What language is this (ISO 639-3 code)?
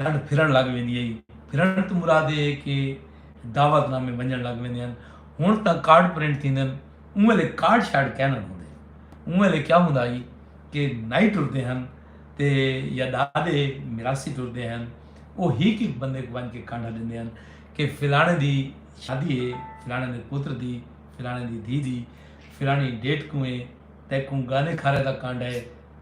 skr